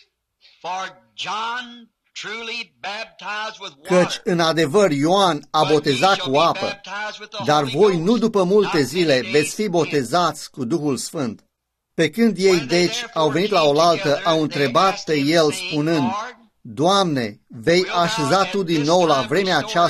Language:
Romanian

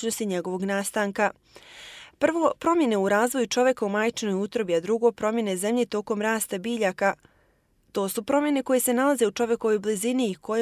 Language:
Bosnian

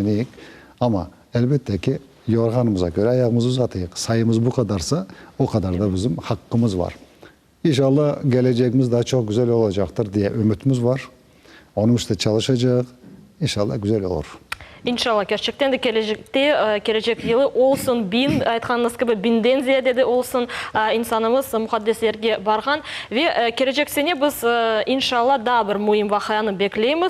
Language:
Crimean Tatar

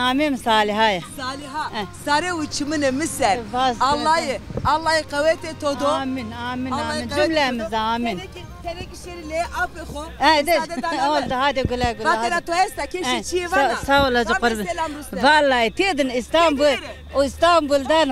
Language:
Zaza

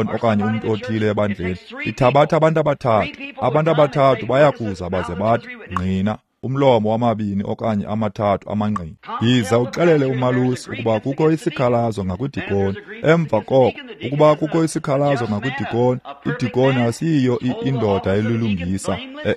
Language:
Xhosa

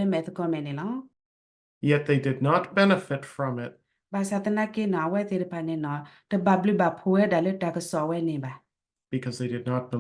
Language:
S'gaw Karen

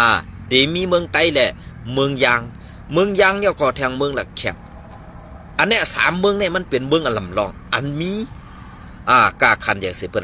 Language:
Shan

